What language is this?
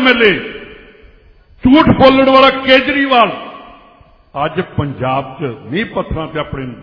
Punjabi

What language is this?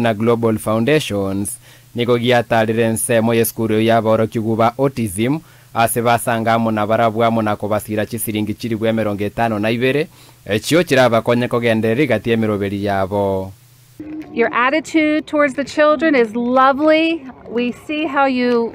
Gusii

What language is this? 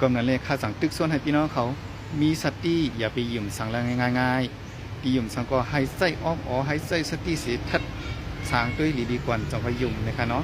Shan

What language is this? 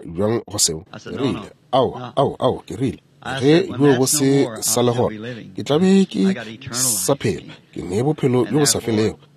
Northern Sotho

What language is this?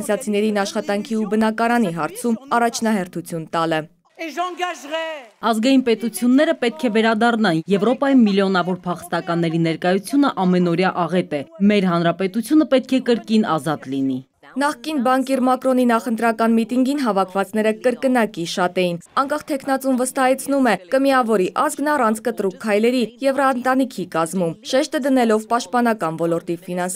Armenian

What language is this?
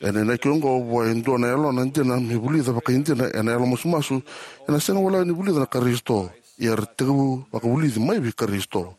Fijian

